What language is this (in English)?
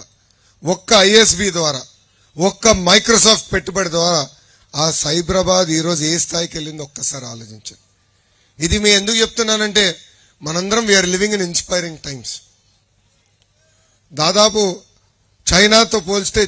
Telugu